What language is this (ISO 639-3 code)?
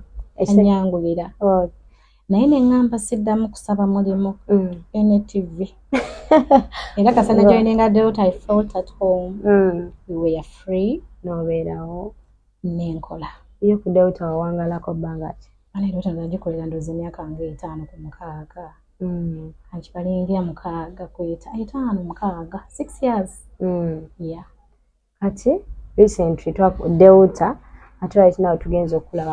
lug